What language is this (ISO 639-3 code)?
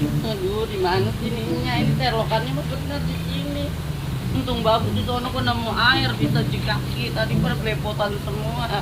bew